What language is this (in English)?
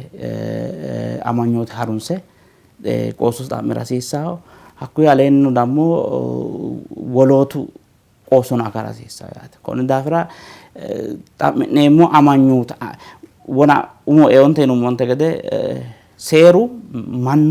Sidamo